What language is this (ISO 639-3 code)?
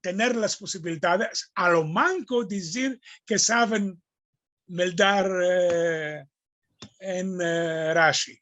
lad